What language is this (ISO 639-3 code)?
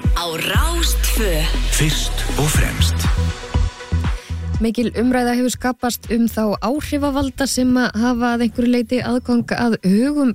isl